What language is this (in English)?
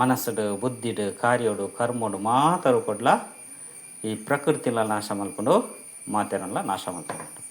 Tulu